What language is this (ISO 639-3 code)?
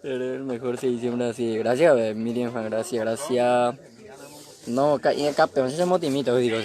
grn